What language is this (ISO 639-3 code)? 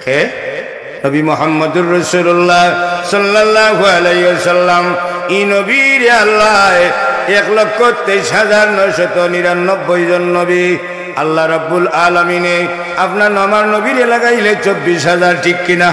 syl